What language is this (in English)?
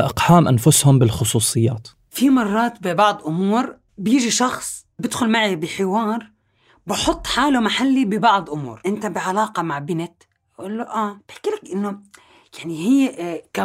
North Levantine Arabic